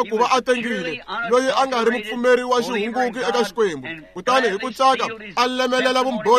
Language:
Tsonga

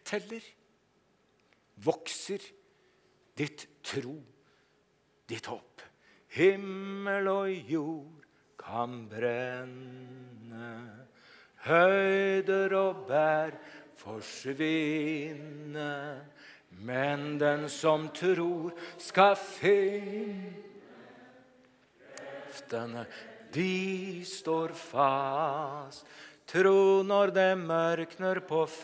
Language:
Norwegian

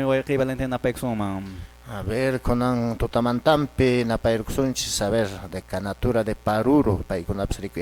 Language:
Quechua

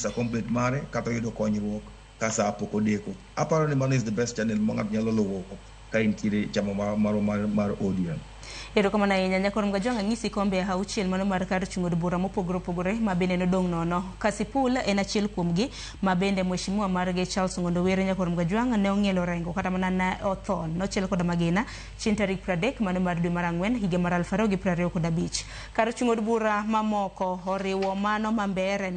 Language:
Luo (Kenya and Tanzania)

